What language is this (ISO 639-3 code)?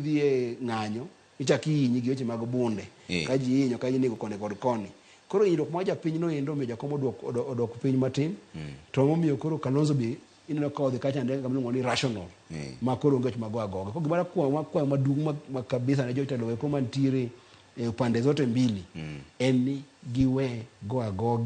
luo